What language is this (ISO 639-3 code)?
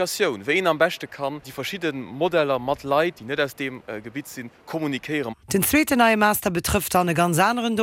ltz